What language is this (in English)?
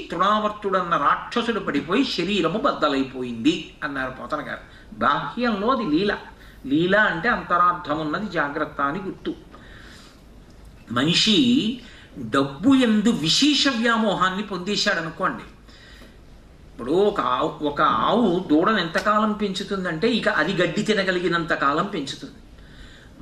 Telugu